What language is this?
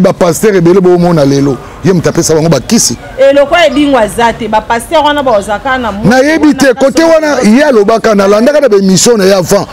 Lingala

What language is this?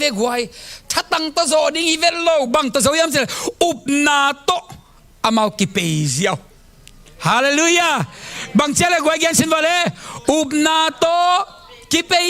Tedim Chin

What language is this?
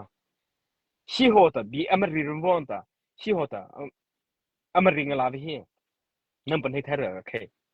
Mara Chin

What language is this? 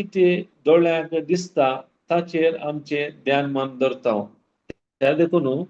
Konkani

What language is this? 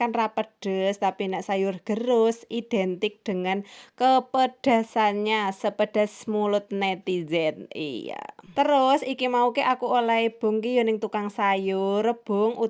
Javanese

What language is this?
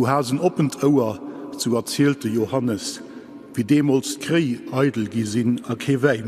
Luxembourgish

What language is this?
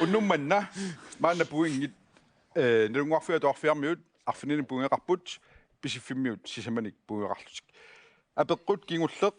Kalaallisut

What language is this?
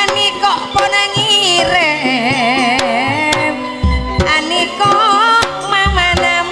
Madurese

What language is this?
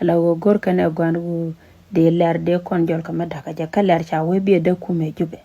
Nuer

